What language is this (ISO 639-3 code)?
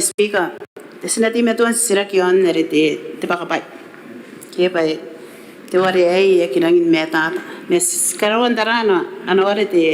gil